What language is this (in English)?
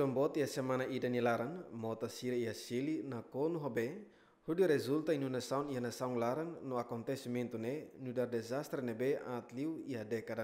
Tetum